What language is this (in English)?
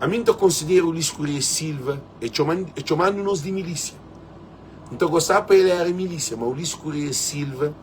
Kabuverdianu